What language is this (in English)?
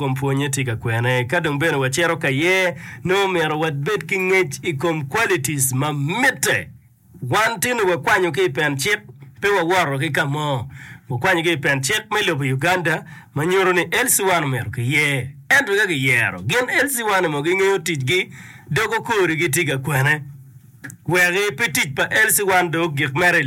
Acoli